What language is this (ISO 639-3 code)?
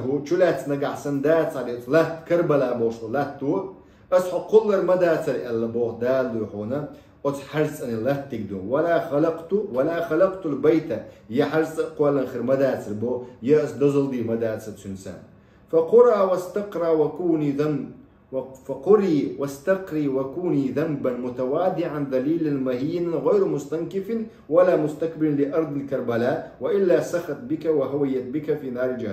che